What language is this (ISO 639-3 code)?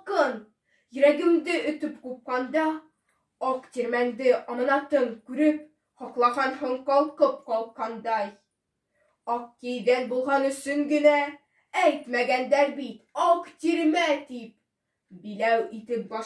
bak